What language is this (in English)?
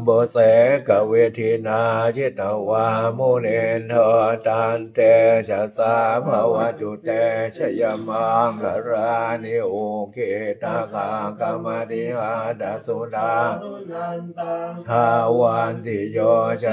Pali